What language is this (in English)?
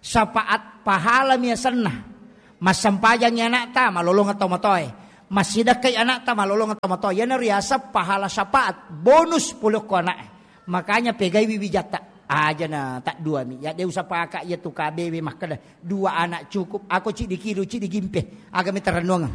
Buginese